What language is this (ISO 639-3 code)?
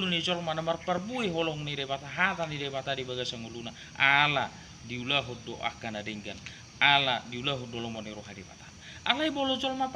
bbc